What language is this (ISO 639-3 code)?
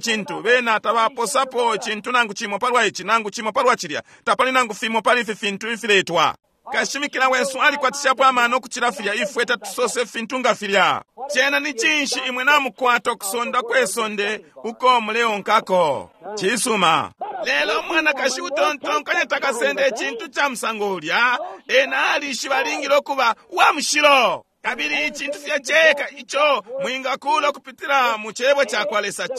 bem